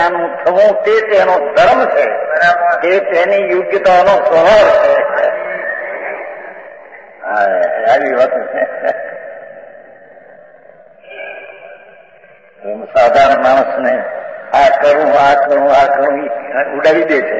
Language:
Gujarati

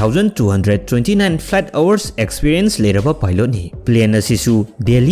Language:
Manipuri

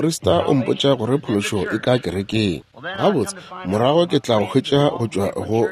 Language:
Northern Sotho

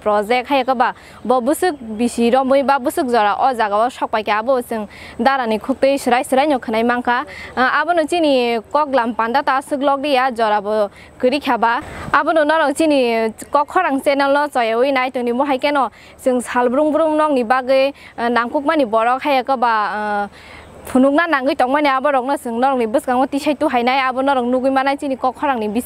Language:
Kok Borok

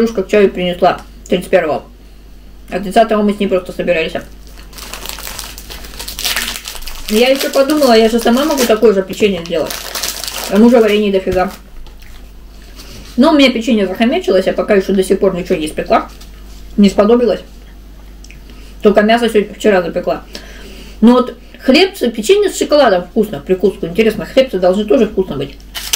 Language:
Russian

